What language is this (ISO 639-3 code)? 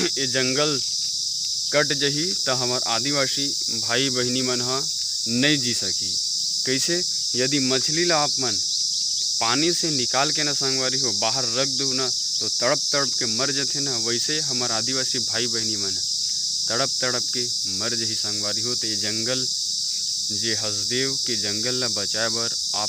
hne